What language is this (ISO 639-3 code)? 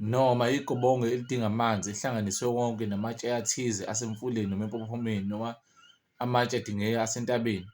zul